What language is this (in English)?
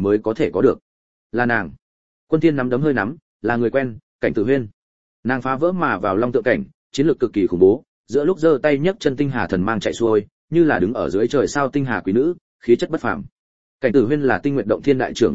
Vietnamese